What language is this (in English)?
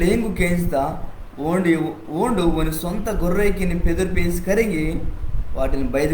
Koya